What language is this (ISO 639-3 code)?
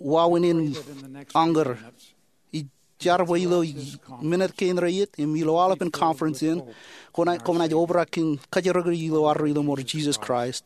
mah